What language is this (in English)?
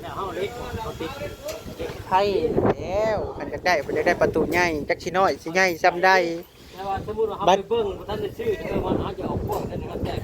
Northeastern Thai